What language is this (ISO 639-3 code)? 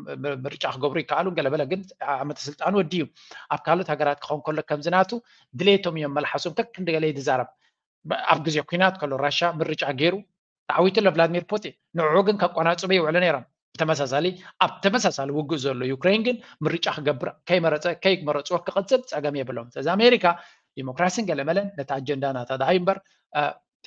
tir